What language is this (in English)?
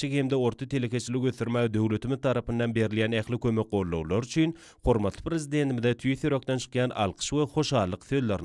Turkmen